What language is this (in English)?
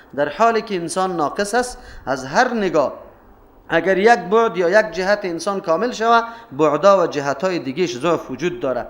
Persian